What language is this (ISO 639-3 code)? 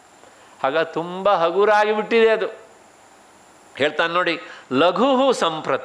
kan